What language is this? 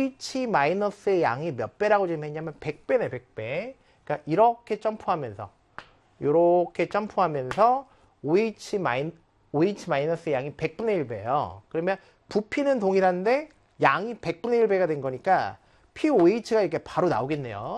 Korean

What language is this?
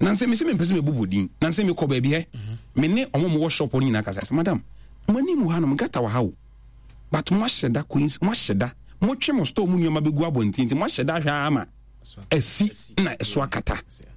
Akan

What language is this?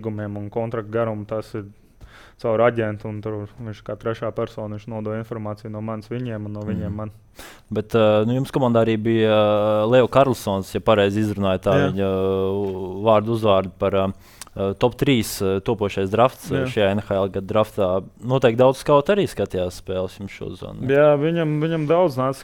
Latvian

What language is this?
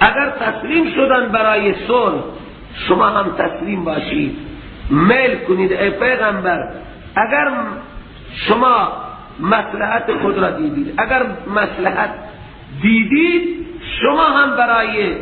Persian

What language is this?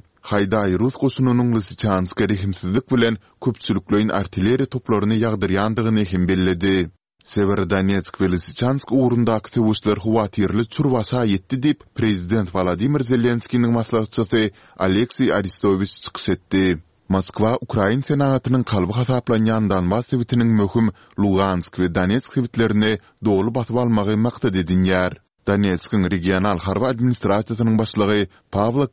Turkmen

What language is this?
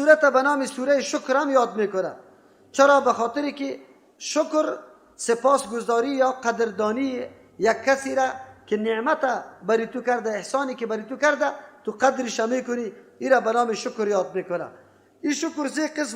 Persian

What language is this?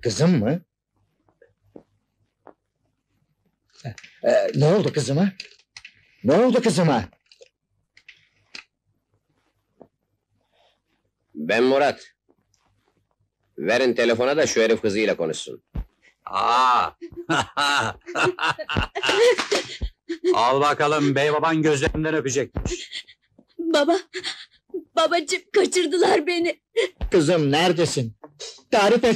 Turkish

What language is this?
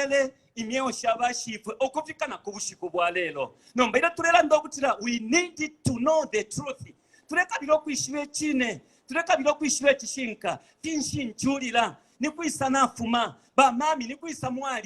Bemba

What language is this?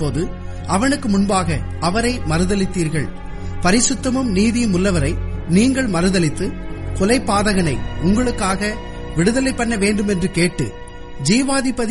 Tamil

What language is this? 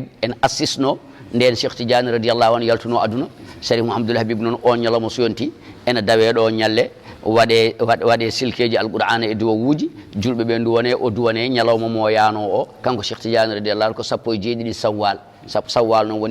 Fula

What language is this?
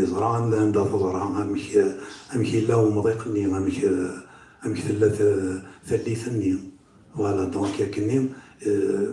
Kabyle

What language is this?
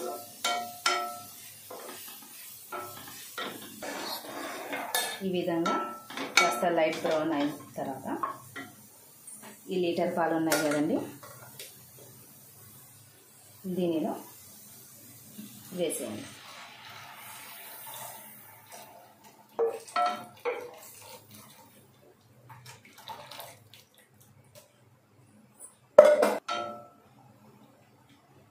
Telugu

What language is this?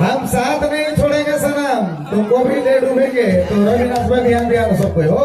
Sadri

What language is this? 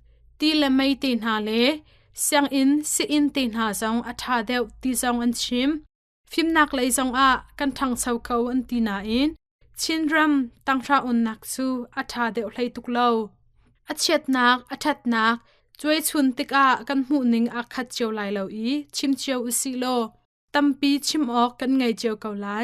Hakha Chin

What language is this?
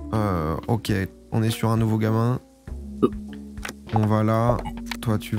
French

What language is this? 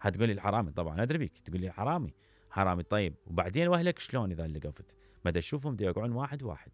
Mesopotamian Arabic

